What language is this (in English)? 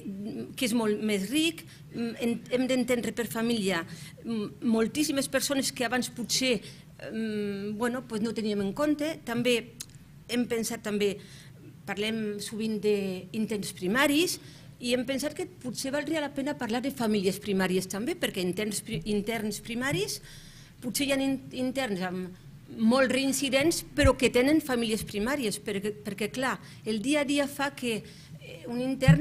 Catalan